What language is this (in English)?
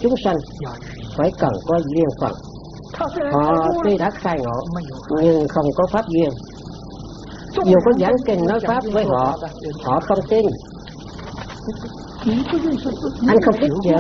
Vietnamese